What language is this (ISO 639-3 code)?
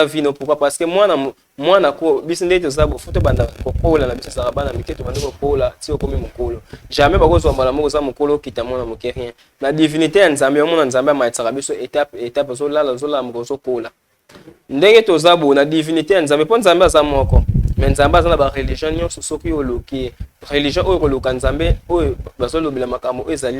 lin